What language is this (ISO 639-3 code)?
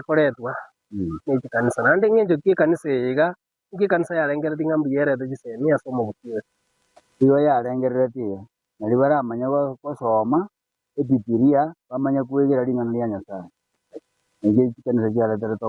guz